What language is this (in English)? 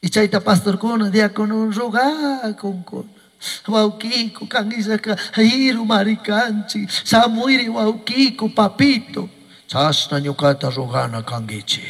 Chimborazo Highland Quichua